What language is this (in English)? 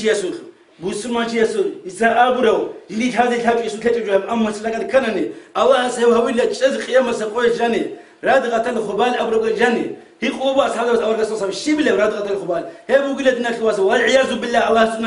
Avaric